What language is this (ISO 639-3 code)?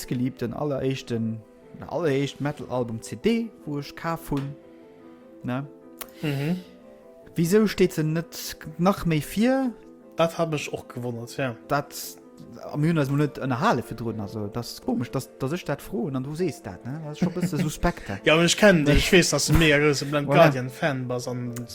ltz